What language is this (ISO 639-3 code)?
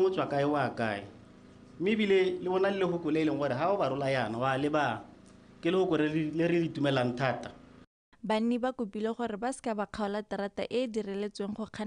tsn